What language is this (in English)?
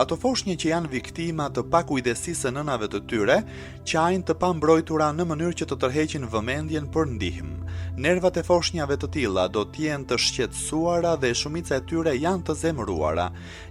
Albanian